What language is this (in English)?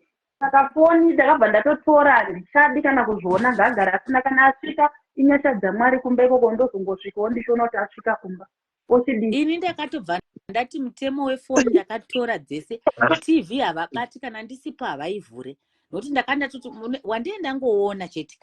Shona